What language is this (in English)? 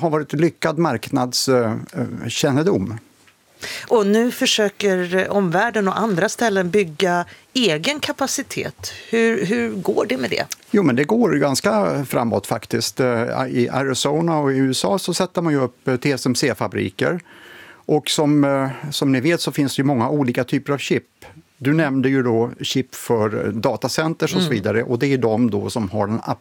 Swedish